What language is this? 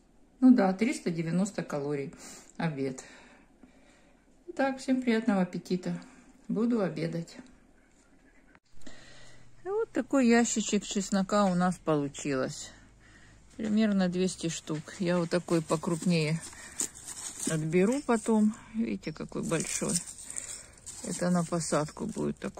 Russian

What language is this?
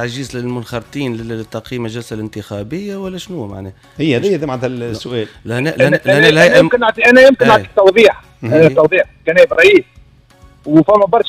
Tunisian Arabic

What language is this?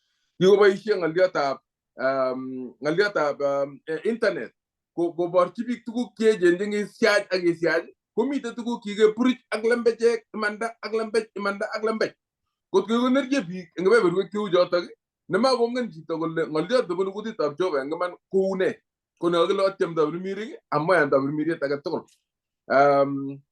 Kalenjin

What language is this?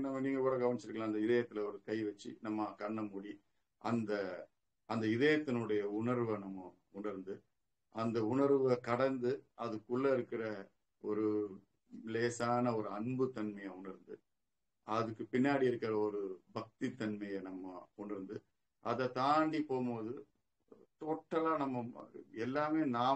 Tamil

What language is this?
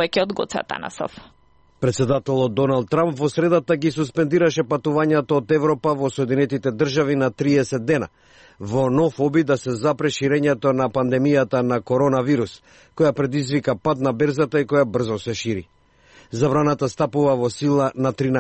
Macedonian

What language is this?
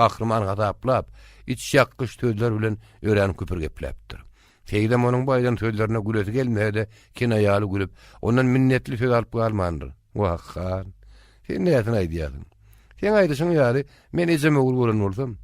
Turkmen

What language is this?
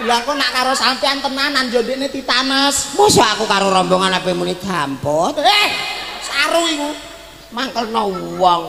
Javanese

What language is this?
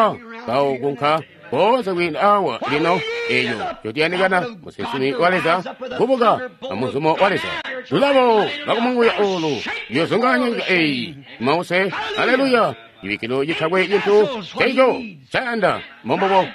Tonga (Zambia)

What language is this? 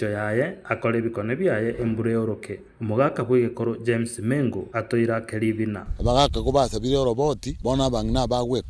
Gusii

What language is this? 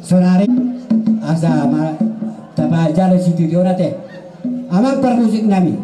Batak Toba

